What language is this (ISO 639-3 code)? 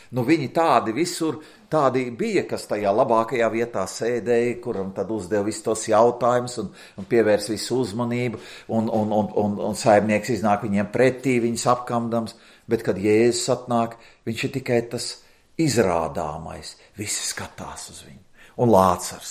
lav